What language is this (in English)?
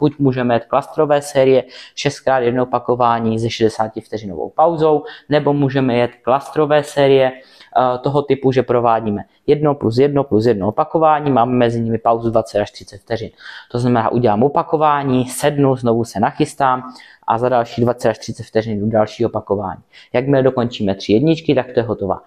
Czech